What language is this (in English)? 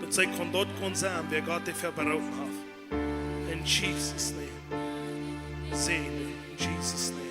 Plautdietsch